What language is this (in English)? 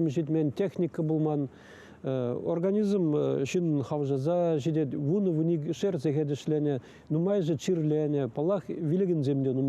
Chuvash